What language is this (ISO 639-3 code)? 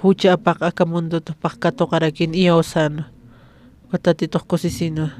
aym